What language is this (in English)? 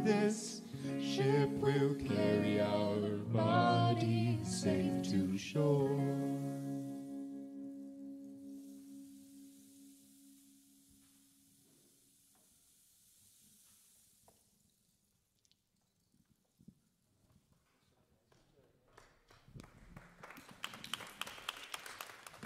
English